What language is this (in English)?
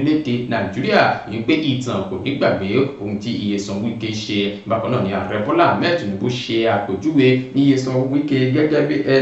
Yoruba